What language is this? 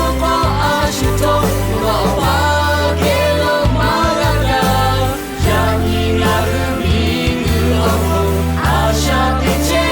Lahu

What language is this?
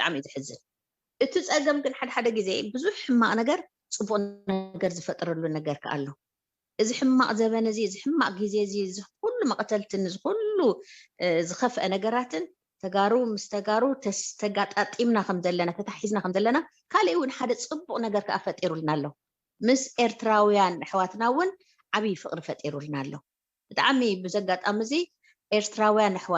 Tigrinya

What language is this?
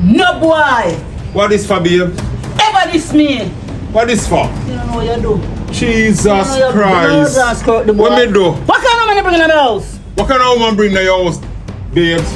Jamaican Creole English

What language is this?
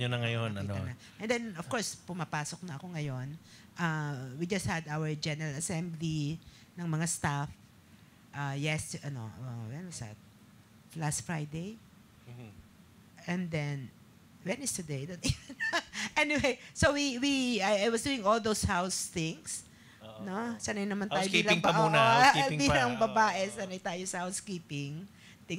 Filipino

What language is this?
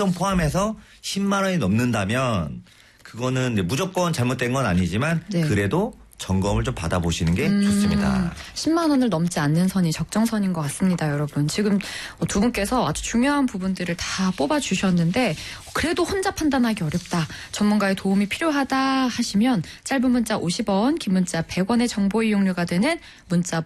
Korean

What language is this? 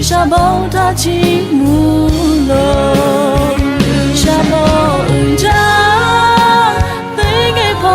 Lahu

